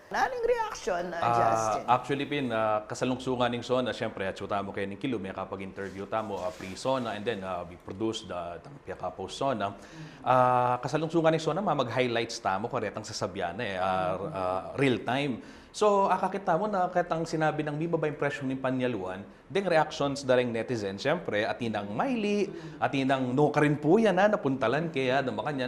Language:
Pampanga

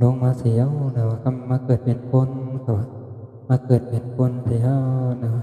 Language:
Shan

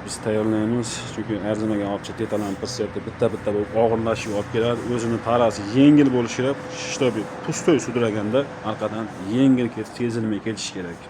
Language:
Uzbek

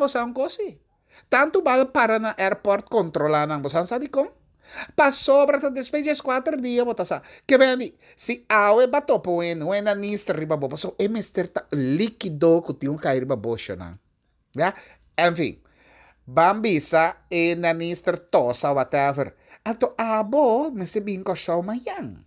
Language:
Papiamento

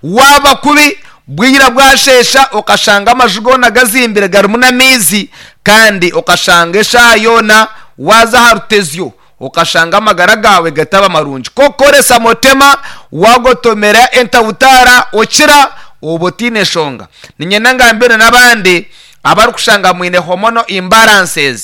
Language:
Nyankole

